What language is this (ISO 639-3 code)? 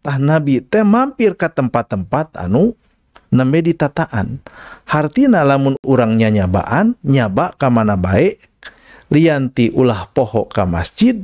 sun